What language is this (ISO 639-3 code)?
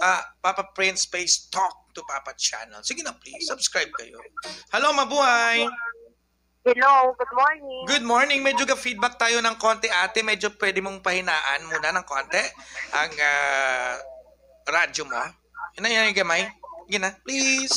hil